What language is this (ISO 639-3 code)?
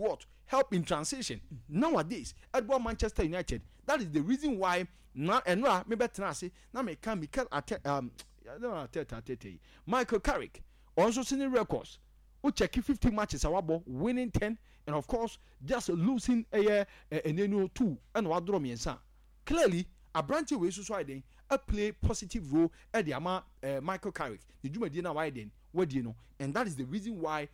aka